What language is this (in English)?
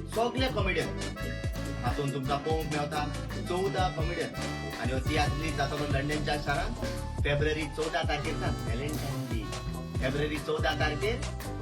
Konkani